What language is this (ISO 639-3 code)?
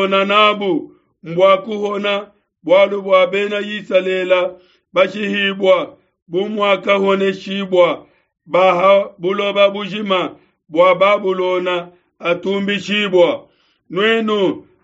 lua